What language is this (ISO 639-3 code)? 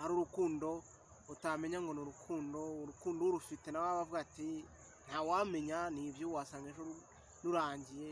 kin